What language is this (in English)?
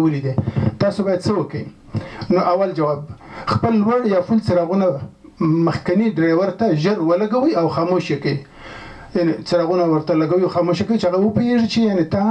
Pashto